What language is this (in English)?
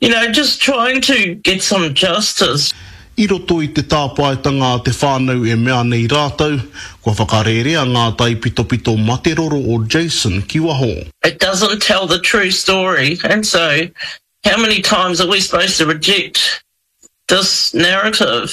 Māori